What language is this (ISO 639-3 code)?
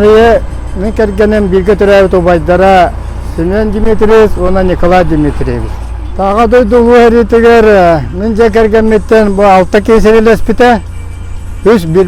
sah